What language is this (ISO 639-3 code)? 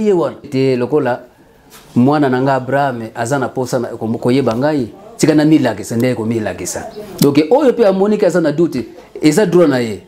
lin